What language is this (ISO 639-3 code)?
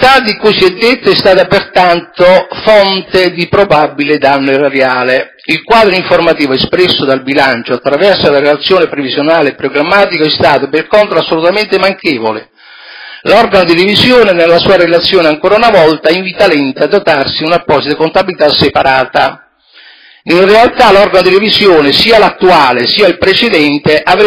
ita